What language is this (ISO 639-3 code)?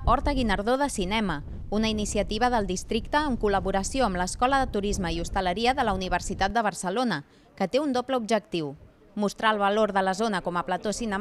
cat